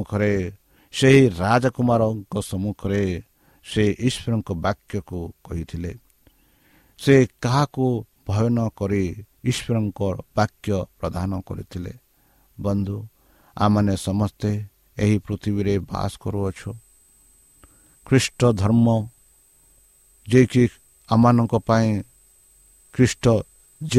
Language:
Odia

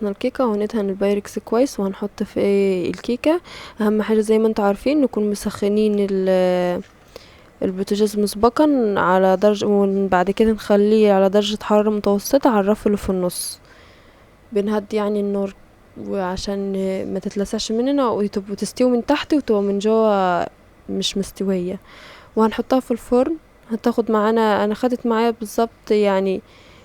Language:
Egyptian Arabic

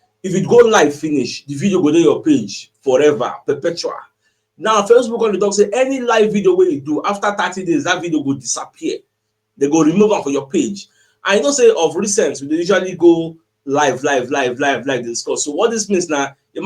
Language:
Nigerian Pidgin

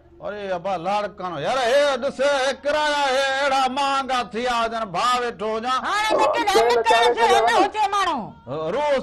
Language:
Sindhi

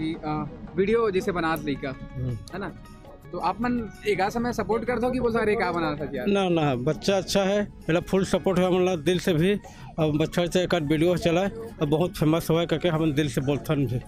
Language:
Chhattisgarhi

